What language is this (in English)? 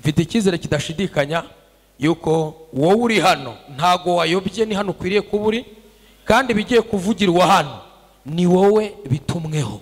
Kinyarwanda